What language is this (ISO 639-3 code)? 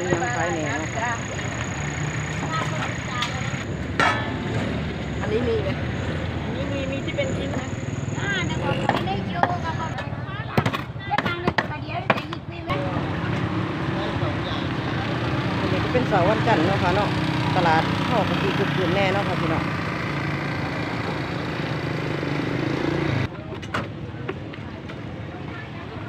tts